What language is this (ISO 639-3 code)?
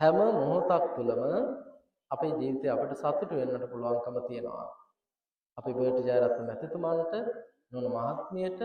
sin